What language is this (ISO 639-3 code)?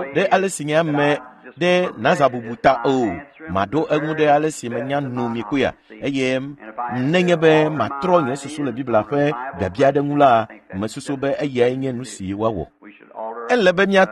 ewe